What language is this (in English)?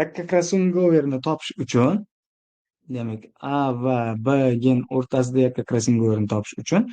Uzbek